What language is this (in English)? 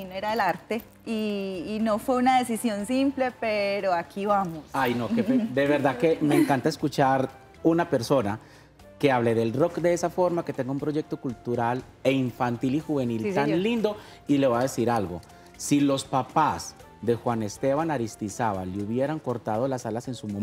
Spanish